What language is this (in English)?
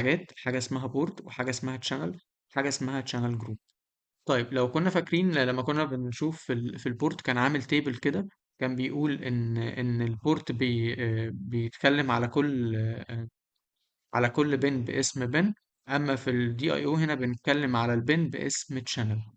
Egyptian Arabic